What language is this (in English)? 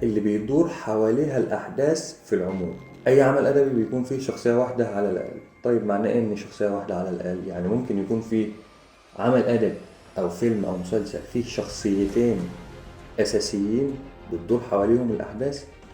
Egyptian Arabic